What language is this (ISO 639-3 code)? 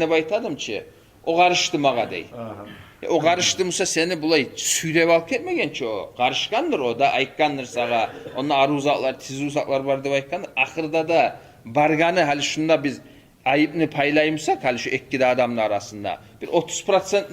kum